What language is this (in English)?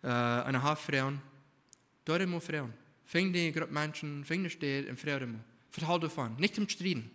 Plautdietsch